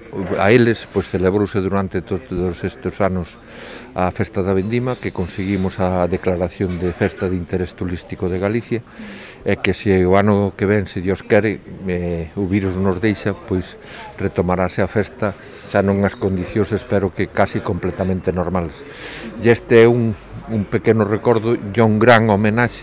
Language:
Galician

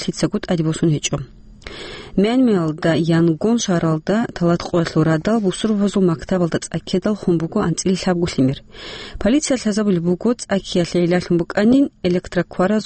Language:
Avaric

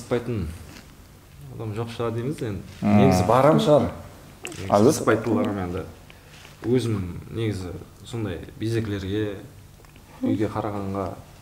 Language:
Kara-Kalpak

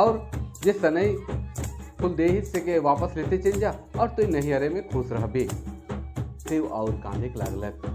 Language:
Sadri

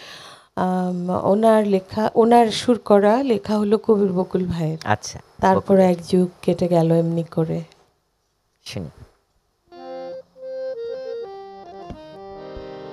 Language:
Bangla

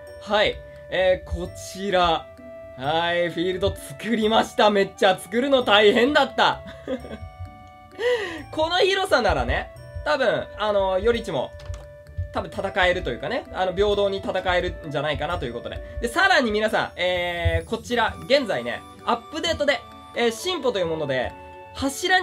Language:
Japanese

